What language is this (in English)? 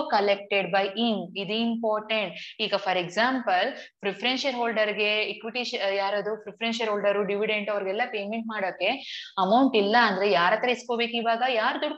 Kannada